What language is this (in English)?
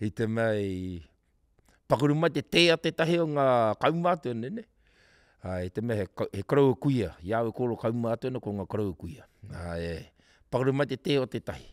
Māori